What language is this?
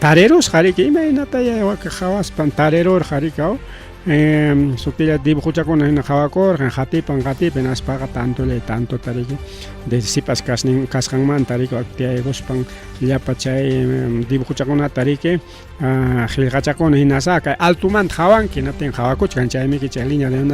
Ayacucho Quechua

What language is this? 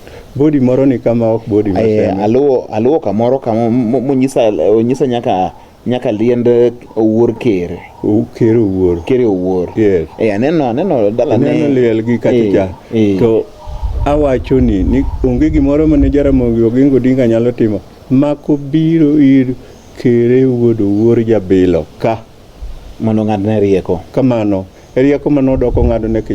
Luo (Kenya and Tanzania)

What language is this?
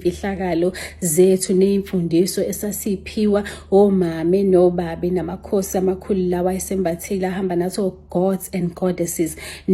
Zulu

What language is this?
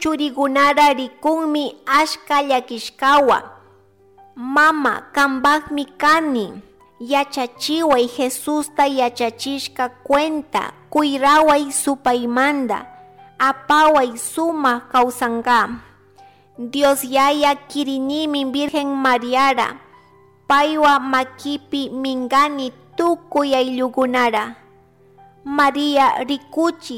Chimborazo Highland Quichua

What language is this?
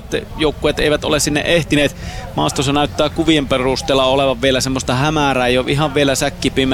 Finnish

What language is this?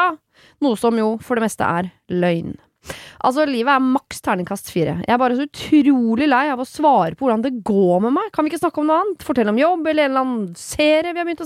Norwegian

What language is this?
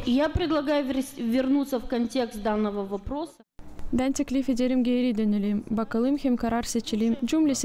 Gagauz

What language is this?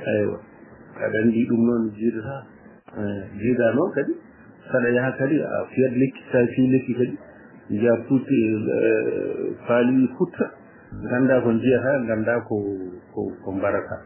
Fula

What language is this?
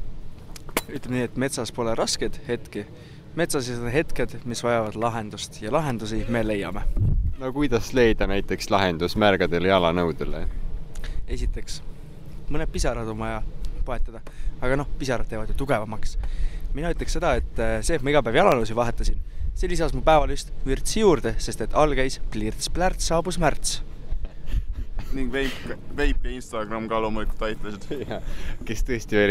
Estonian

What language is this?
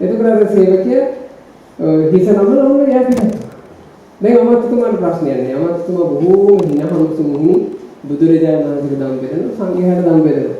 Sinhala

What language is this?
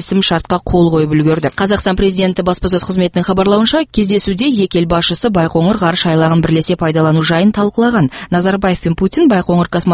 Kazakh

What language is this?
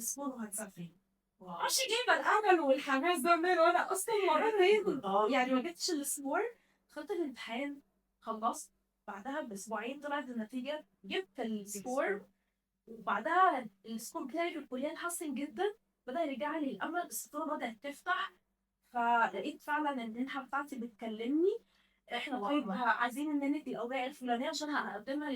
Egyptian Arabic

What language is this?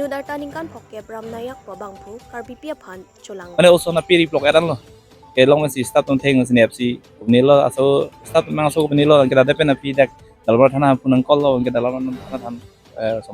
Karbi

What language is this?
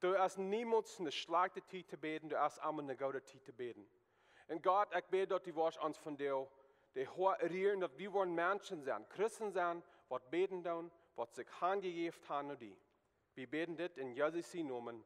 Plautdietsch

